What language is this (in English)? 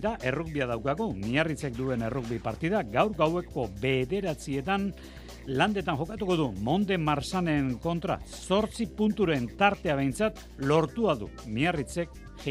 Basque